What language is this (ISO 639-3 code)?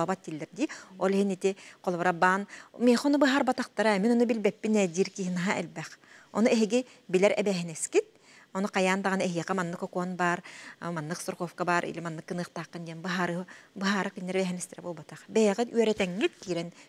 sah